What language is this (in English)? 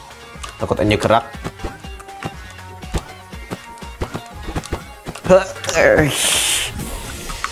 Indonesian